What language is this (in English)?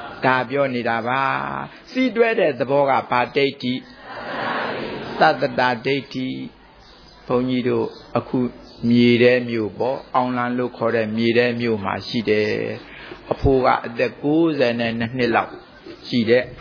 Burmese